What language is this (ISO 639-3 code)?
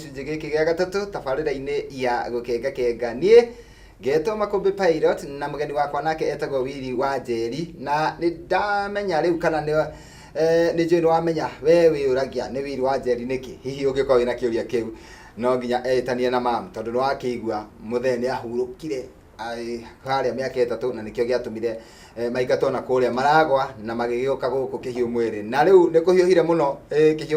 kik